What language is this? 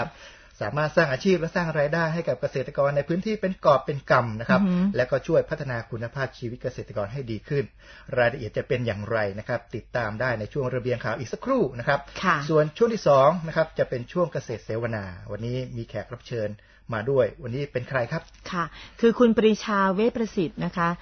Thai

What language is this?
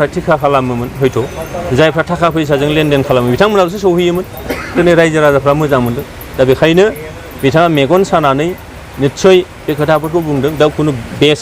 Bodo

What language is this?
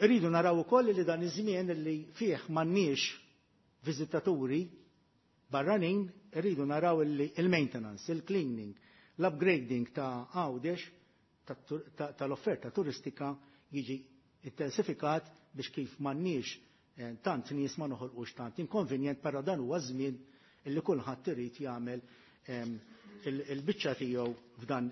Maltese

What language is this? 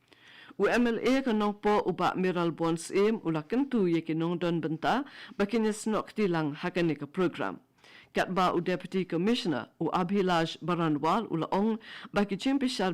Khasi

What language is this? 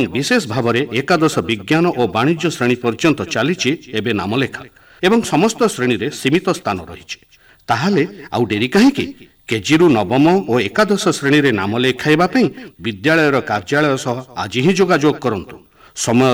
Odia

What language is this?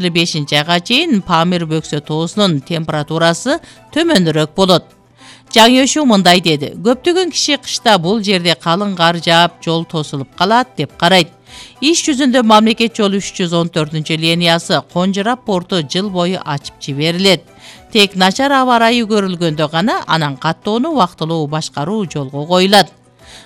Kyrgyz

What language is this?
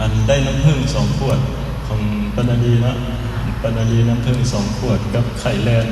Northeastern Thai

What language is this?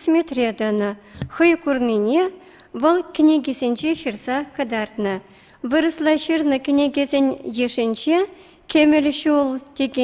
Chuvash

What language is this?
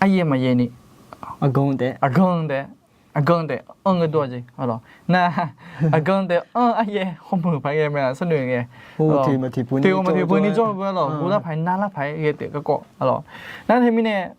Akha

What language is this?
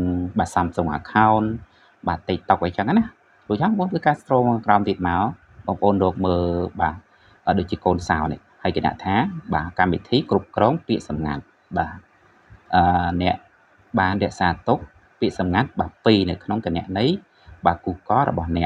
Khmer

